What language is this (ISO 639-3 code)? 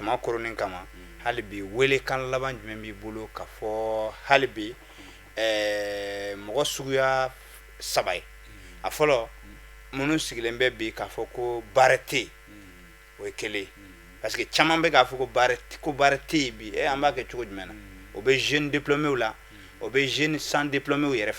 bam